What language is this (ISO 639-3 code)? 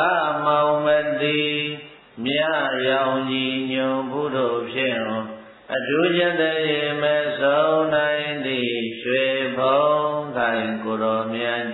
mya